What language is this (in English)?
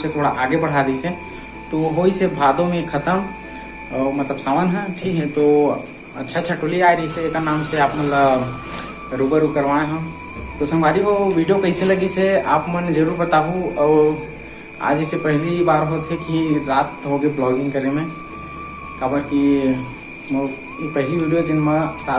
Chhattisgarhi